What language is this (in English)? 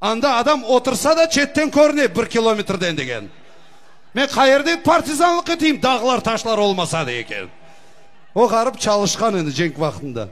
Crimean Tatar